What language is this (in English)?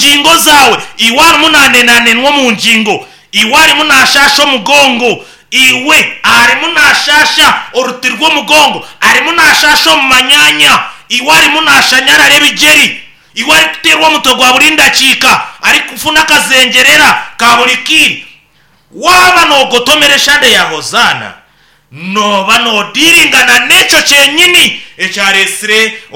Nyankole